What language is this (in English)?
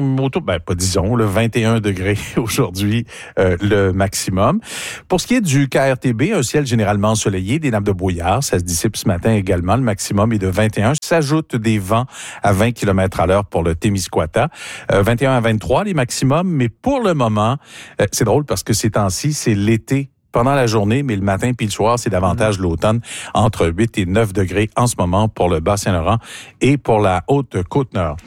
French